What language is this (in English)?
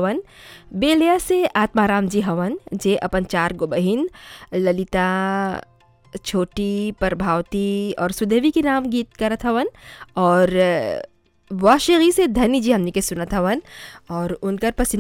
Bhojpuri